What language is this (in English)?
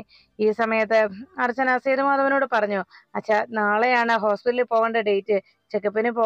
Malayalam